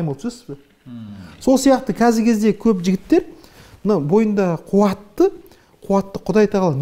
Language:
Kazakh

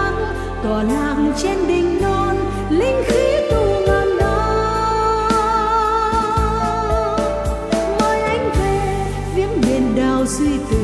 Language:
Vietnamese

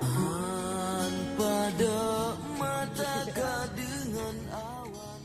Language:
Achinese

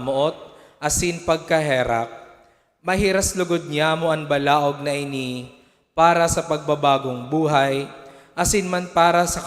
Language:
Bikol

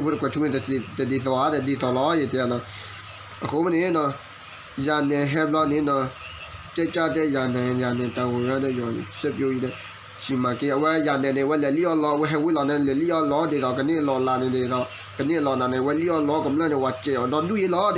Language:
S'gaw Karen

